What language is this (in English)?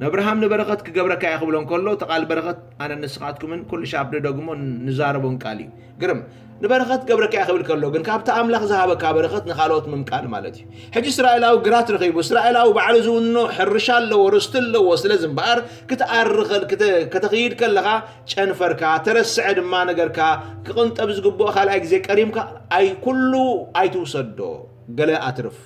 Tigrinya